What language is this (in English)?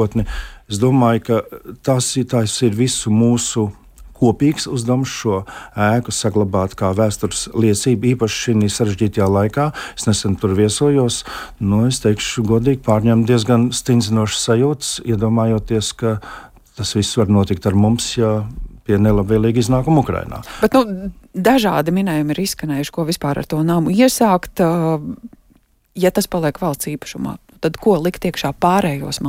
Latvian